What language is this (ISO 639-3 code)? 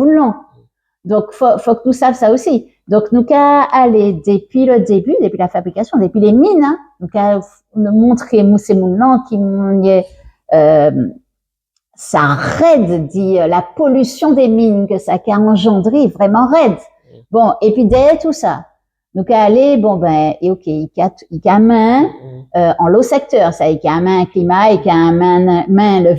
gcf